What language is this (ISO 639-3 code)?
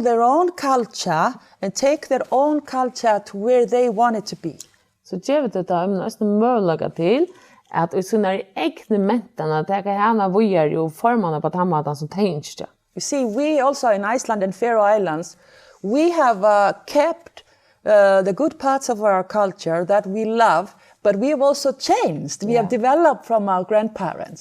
fao